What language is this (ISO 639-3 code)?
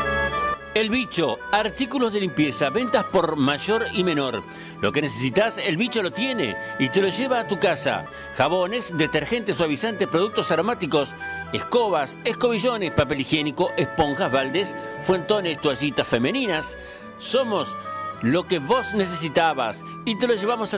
spa